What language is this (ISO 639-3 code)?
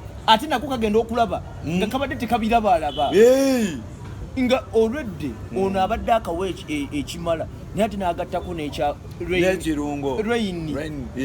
lug